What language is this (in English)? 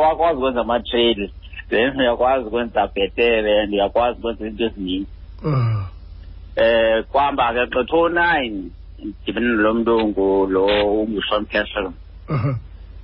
Xhosa